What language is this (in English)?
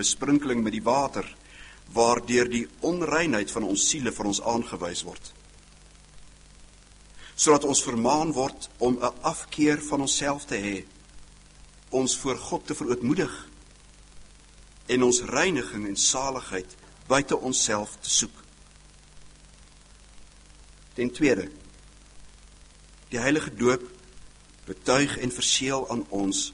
Afrikaans